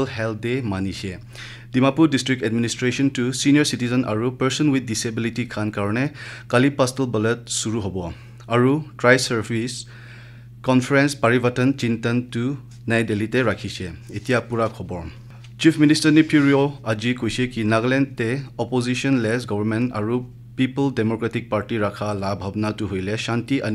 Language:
Naga Pidgin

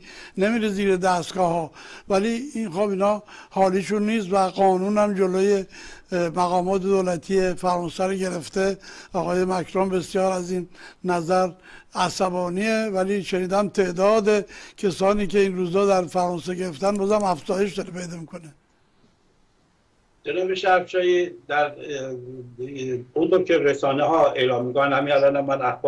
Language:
Persian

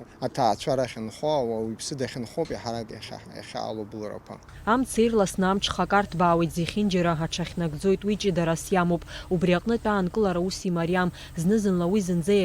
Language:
Abkhazian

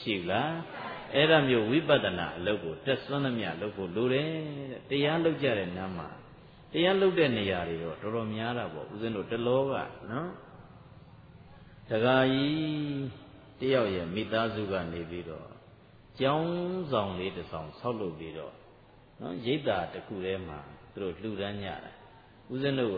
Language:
Burmese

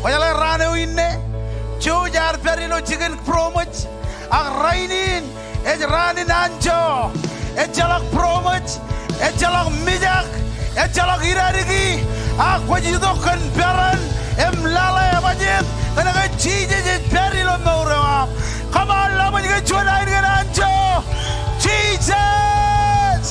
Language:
Marshallese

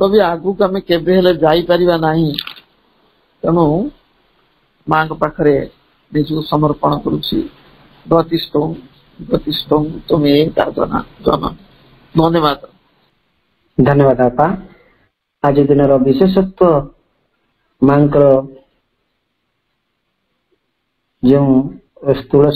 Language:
Odia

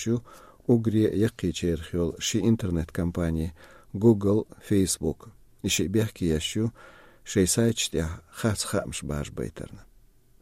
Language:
Chechen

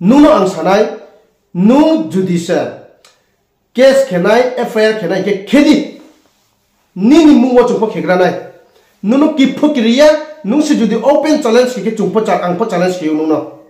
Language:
Riang (India)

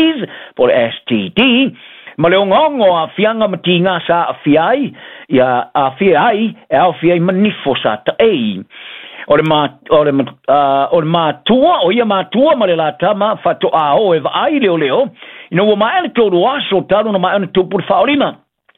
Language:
Samoan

